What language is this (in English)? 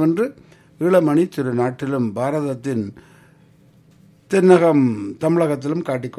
Tamil